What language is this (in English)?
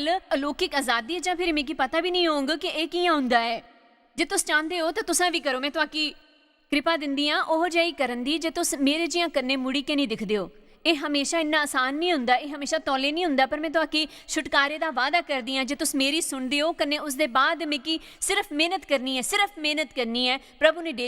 Dogri